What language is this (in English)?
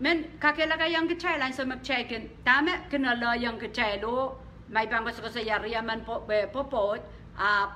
Pohnpeian